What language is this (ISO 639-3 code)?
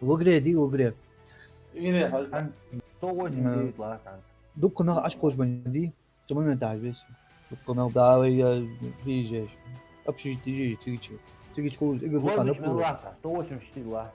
inh